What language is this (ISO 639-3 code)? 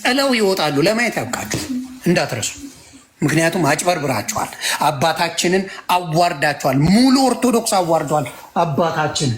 amh